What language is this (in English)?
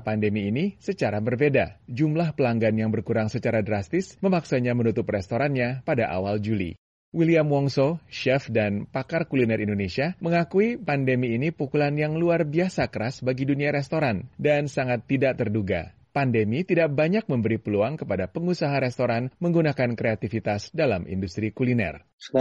Indonesian